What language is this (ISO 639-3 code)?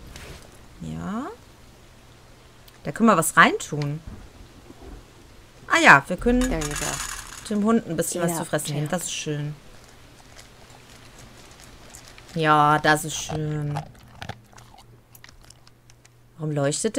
deu